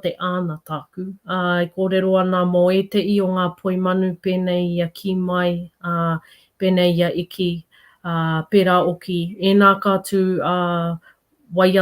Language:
Māori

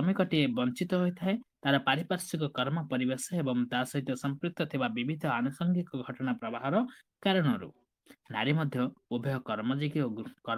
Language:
Odia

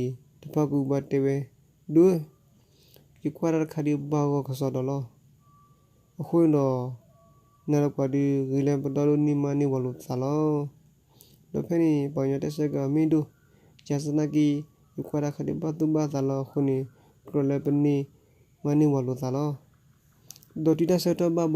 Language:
S'gaw Karen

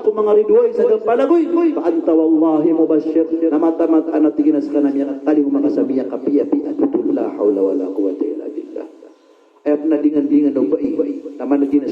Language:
Maranao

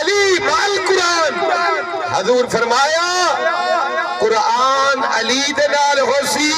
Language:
Saraiki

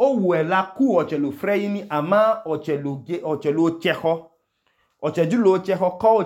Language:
Idoma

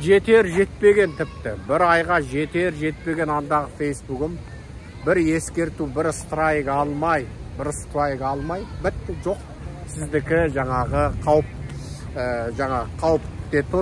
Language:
Kazakh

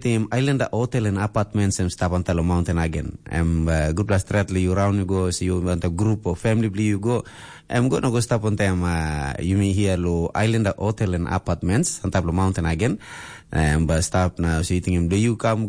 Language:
Tok Pisin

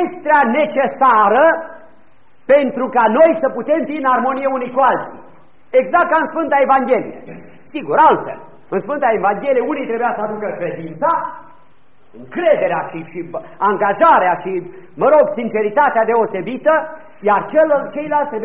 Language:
Romanian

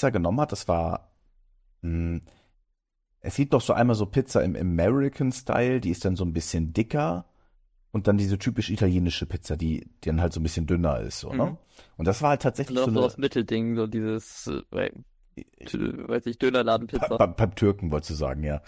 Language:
German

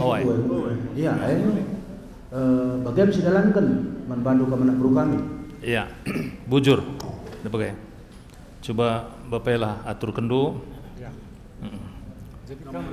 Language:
Batak Karo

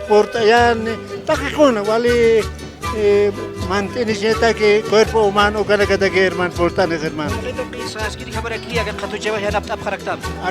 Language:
Aymara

